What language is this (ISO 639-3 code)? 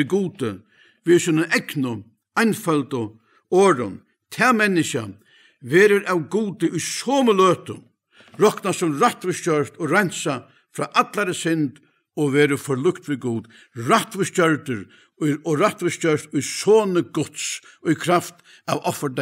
fao